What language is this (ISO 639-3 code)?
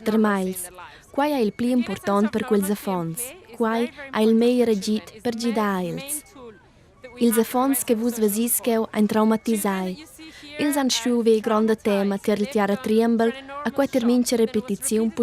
roh